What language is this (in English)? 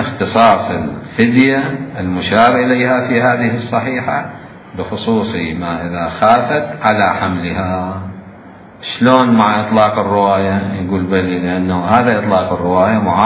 Mesopotamian Arabic